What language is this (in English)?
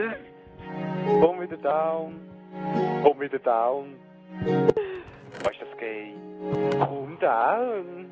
Swiss German